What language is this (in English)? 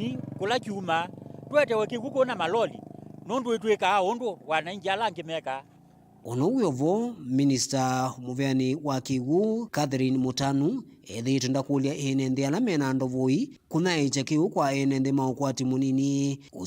Kamba